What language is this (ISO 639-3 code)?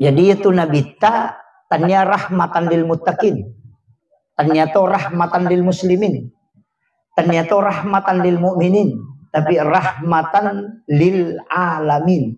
bug